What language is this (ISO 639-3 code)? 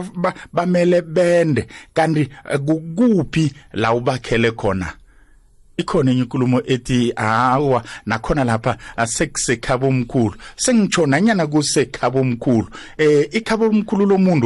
nbl